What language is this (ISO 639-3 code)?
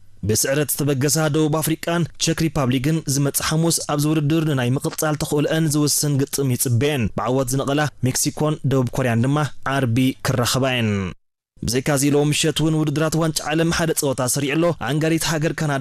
tir